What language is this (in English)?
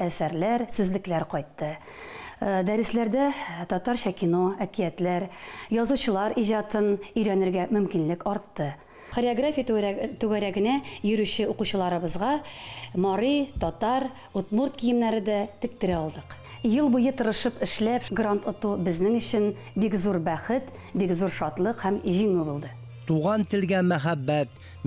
Tatar